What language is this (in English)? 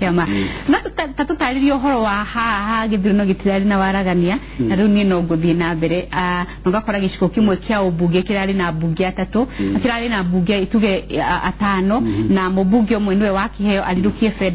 Kikuyu